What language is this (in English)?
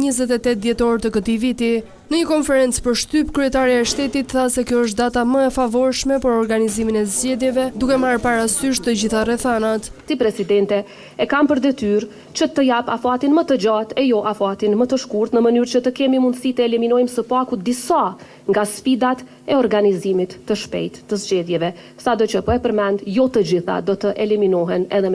Albanian